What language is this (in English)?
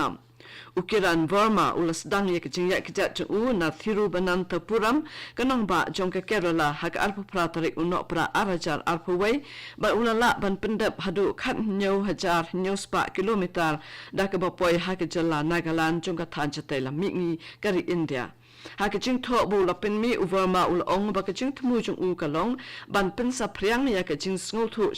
Khasi